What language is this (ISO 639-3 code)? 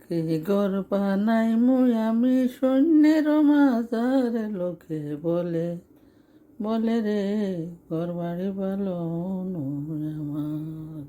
syl